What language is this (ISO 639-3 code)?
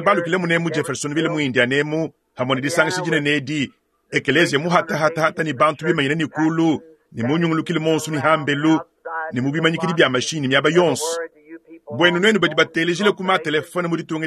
lua